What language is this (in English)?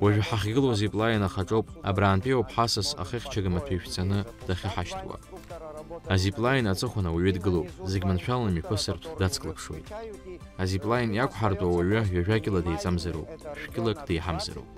Abkhazian